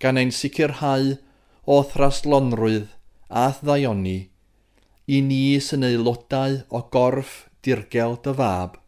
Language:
Welsh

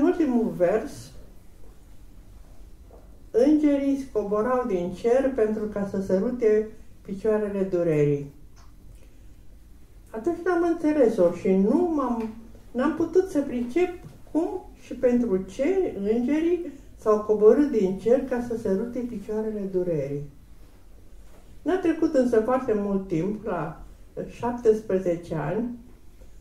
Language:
Romanian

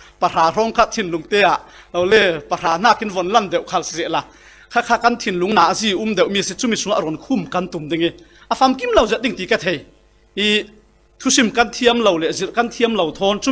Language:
Falam Chin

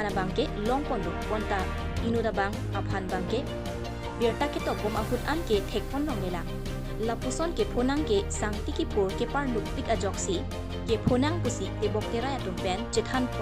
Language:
Karbi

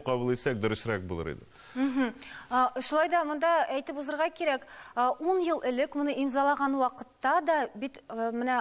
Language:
Tatar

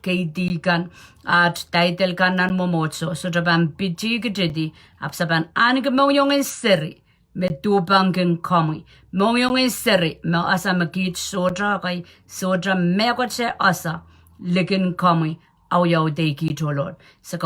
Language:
Pohnpeian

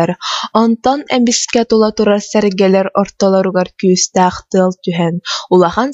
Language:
Yakut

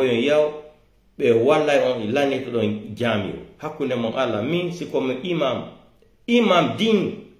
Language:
Pular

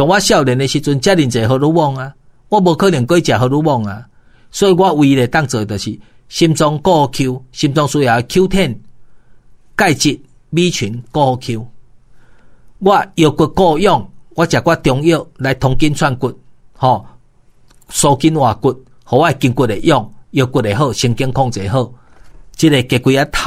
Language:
Min Nan Chinese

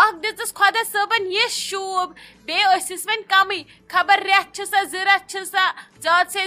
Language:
Kashmiri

